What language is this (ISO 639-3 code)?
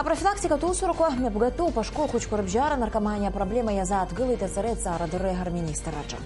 abk